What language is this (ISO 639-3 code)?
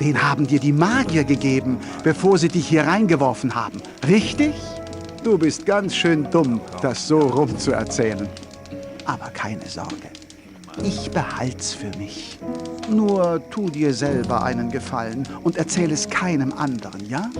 bar